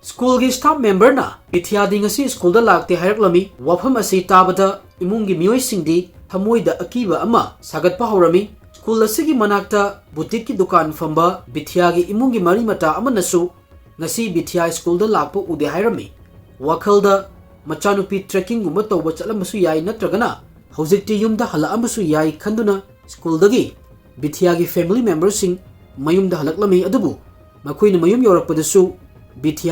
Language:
Manipuri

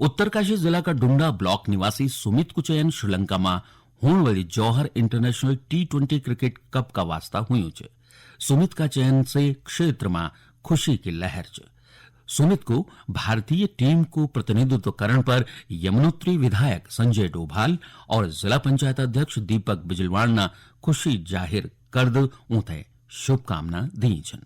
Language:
Garhwali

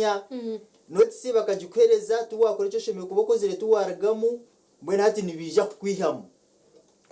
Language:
Nyankole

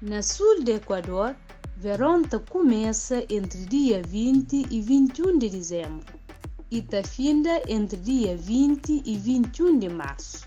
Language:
Kabuverdianu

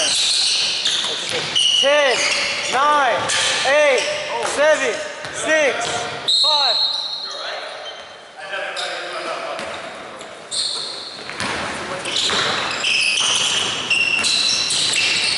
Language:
English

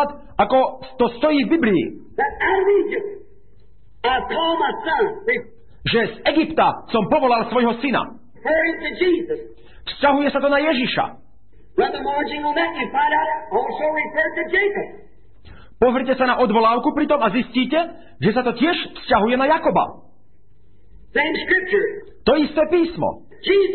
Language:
Slovak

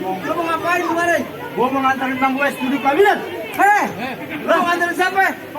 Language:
Betawi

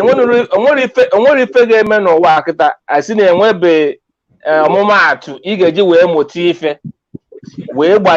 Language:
Igbo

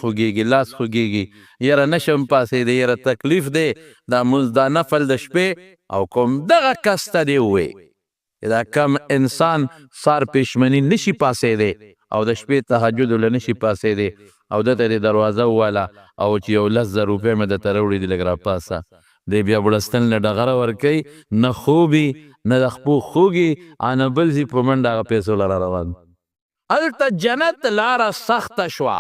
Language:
Pashto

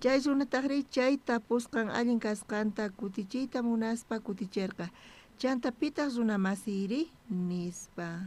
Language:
South Bolivian Quechua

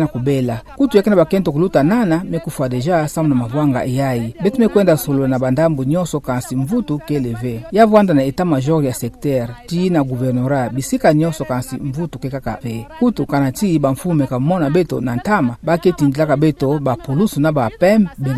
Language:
Kituba (Democratic Republic of Congo)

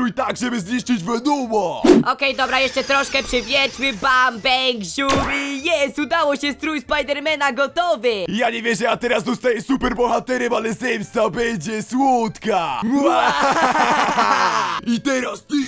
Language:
Polish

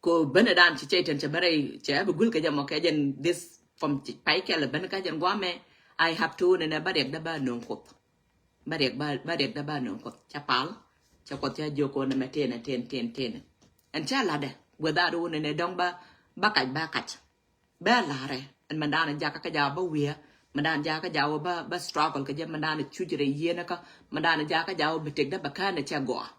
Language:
Nuer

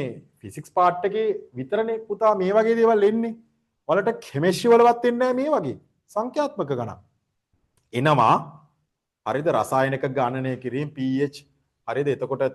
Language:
Sinhala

